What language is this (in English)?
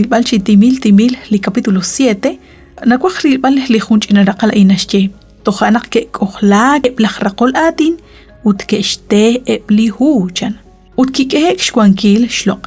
Kekchí